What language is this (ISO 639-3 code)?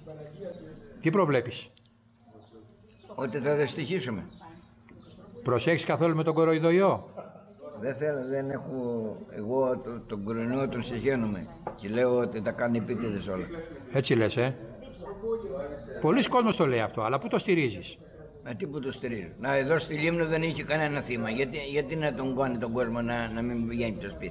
ell